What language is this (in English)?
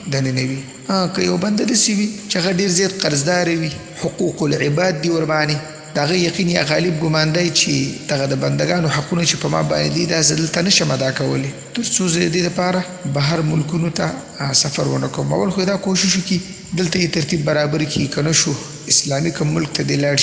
Pashto